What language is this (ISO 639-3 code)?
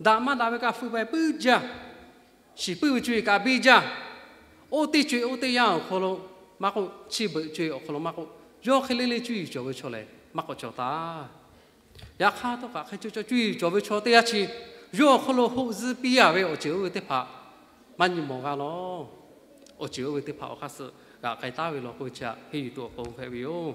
lhu